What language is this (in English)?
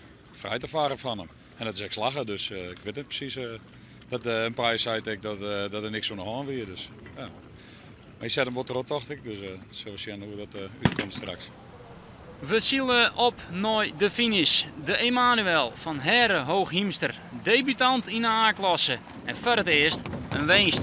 Western Frisian